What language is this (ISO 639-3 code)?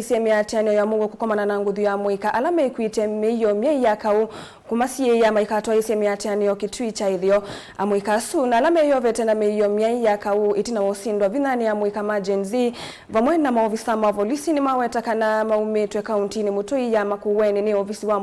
kam